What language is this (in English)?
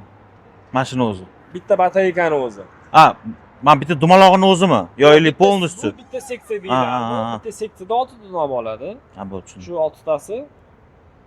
Uzbek